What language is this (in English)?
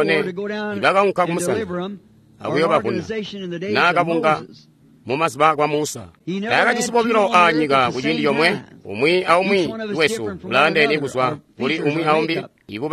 Tonga (Zambia)